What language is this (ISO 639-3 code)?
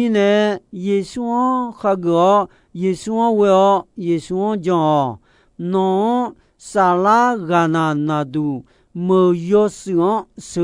ahk